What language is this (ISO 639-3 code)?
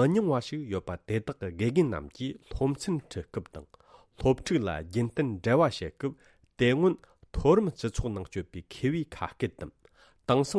bod